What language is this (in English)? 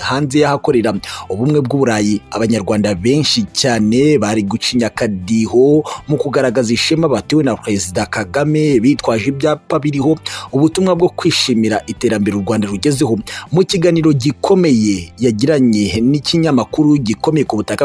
Kinyarwanda